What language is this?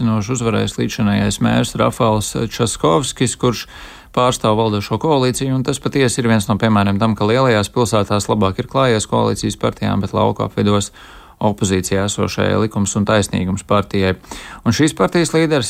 Latvian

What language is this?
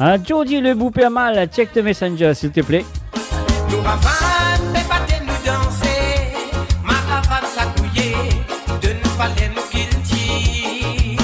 Morisyen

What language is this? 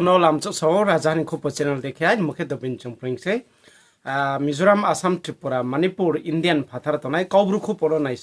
Riang (India)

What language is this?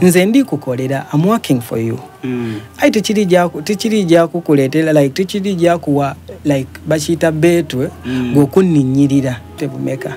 Soga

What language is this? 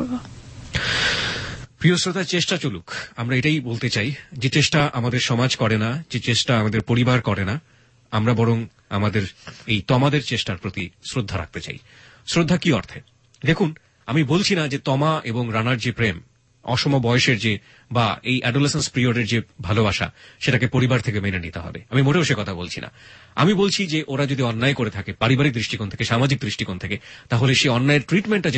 Bangla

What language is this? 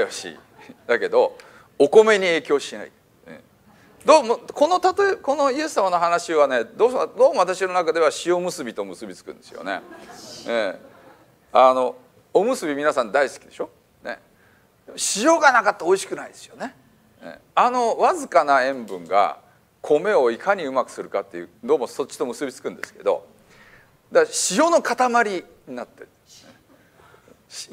Japanese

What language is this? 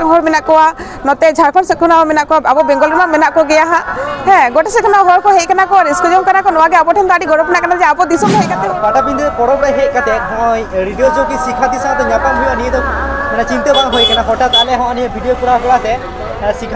Santali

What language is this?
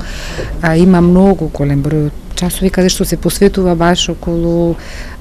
Macedonian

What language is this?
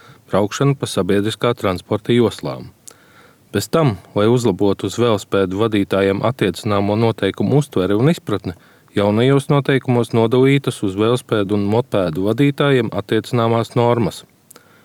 Latvian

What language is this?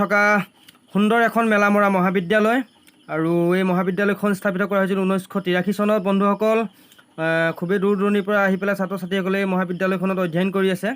Assamese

